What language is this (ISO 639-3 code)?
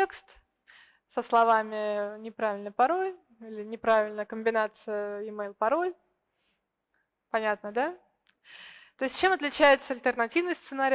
rus